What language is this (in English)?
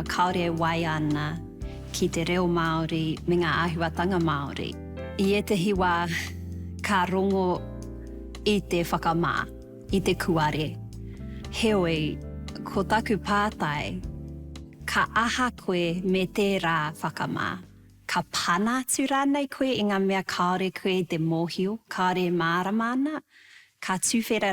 Māori